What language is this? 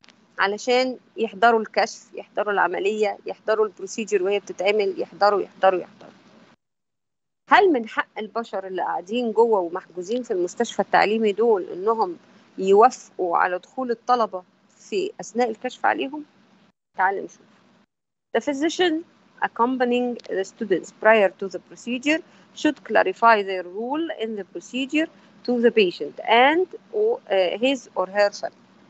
Egyptian Arabic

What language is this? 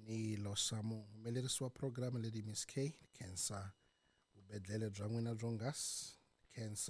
Tsonga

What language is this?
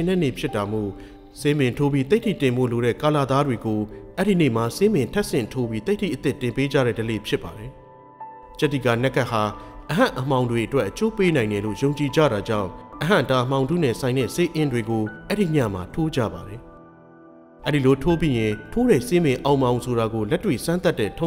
Burmese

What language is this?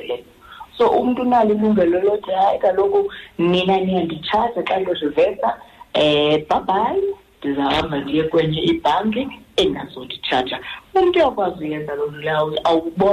Xhosa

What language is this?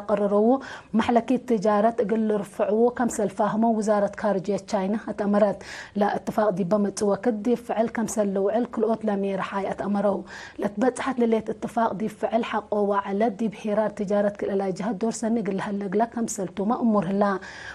Tigre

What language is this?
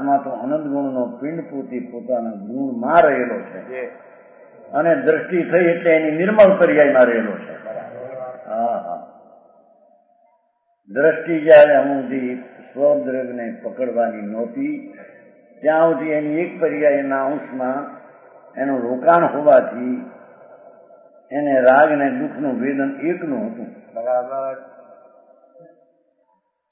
Gujarati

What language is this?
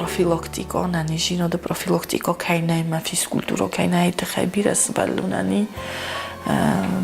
Ossetic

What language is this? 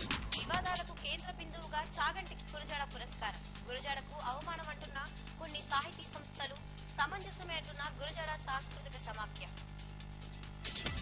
Telugu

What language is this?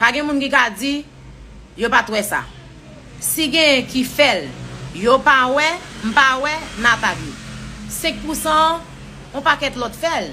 Haitian Creole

